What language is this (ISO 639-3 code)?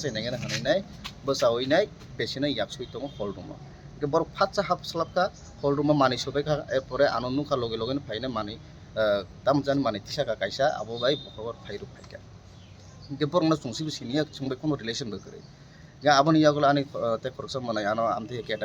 trp